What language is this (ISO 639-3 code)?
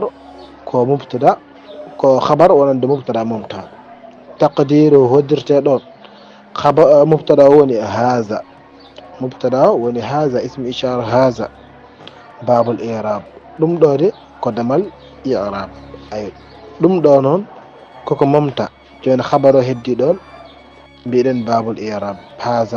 ful